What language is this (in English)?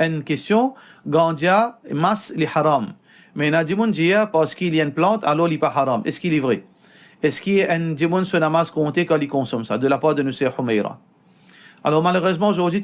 Morisyen